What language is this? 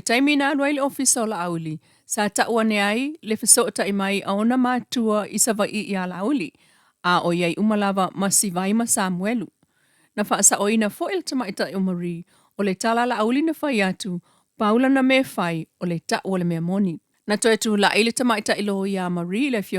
Samoan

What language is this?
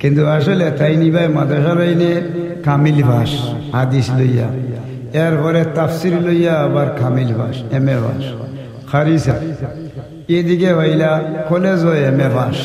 Sylheti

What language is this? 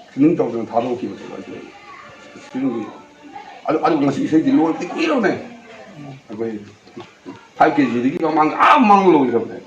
Manipuri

